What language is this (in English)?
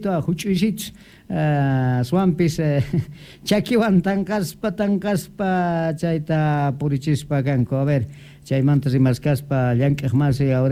South Bolivian Quechua